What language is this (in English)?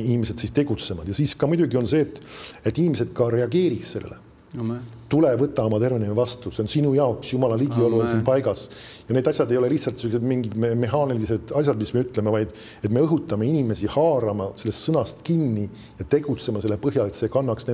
Estonian